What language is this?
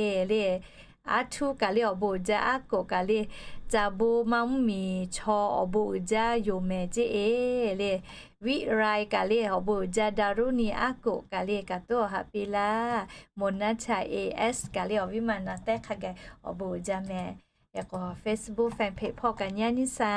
Lahu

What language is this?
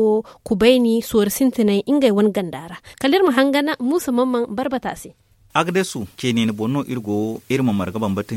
Zarma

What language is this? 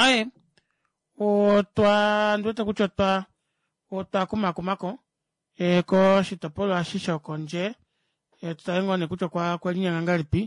Kuanyama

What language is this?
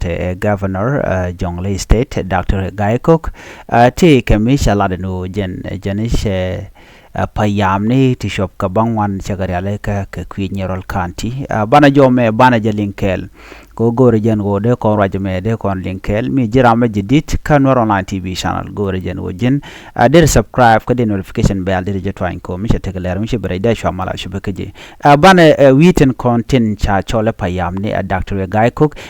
Nuer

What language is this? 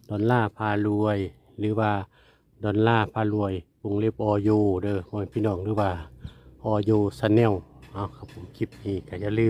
Northeastern Thai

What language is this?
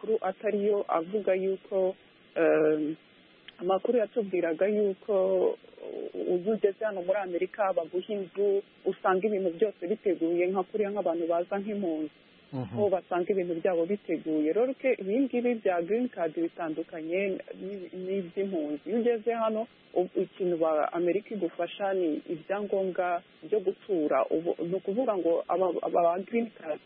Kinyarwanda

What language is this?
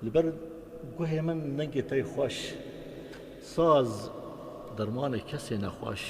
Kurdish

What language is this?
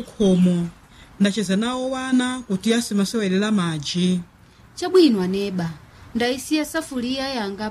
Nyanja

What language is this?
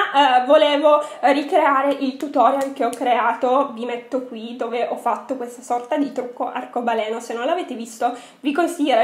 Italian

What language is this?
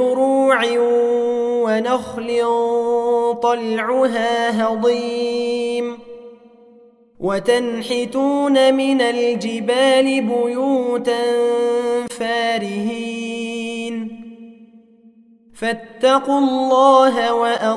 Arabic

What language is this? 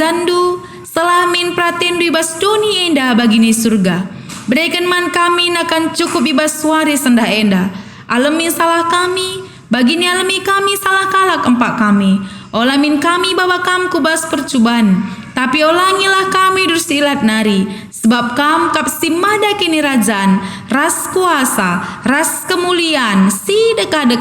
Batak Karo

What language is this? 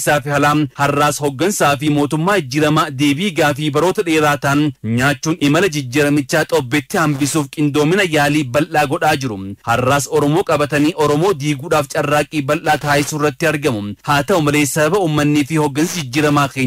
Oromo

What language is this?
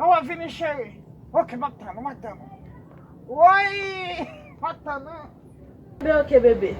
Haitian Creole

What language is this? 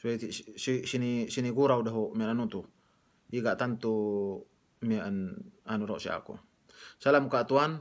Yakan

